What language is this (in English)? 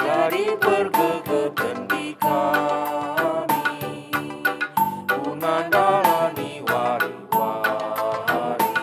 Batak Karo